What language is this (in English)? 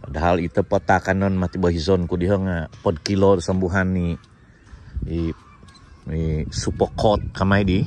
Central Dusun